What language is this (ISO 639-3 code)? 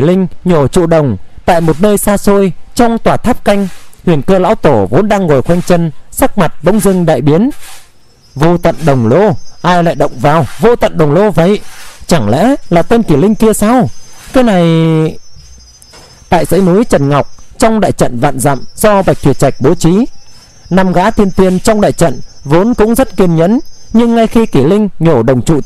vie